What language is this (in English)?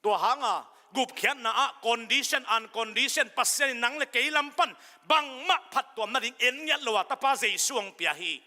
Tedim Chin